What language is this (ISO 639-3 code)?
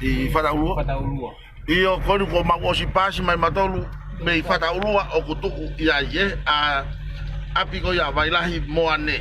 ton